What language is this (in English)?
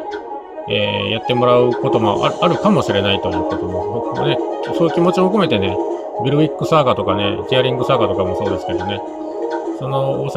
Japanese